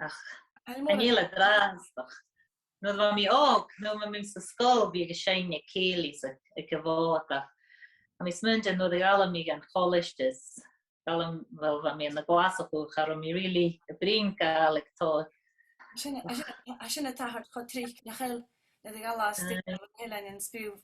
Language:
Scottish Gaelic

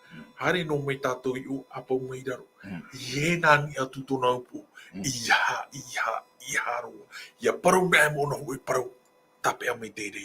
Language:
Tahitian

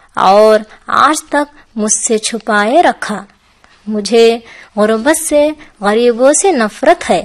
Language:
Urdu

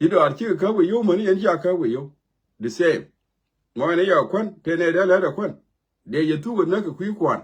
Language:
Nuer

